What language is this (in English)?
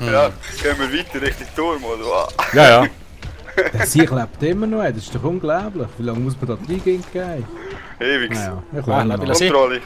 Swiss German